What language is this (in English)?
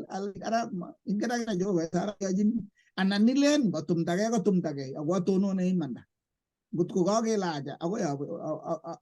Kalenjin